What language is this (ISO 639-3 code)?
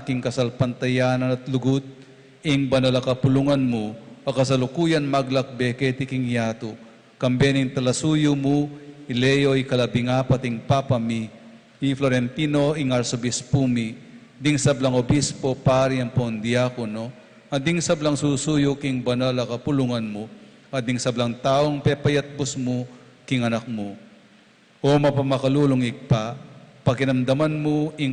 pam